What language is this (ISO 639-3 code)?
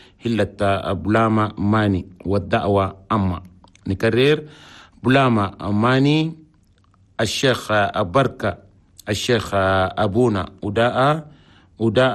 shu